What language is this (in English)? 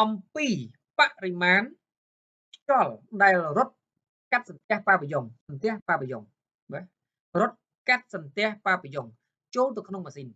Khmer